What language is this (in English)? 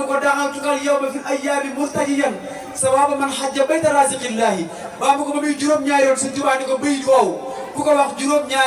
Wolof